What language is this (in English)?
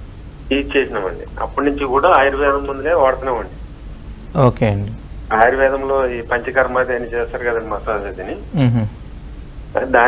Telugu